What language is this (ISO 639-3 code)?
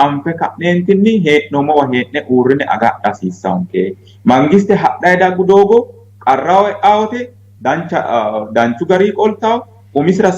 sid